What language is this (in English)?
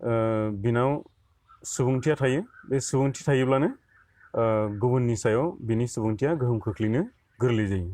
Bodo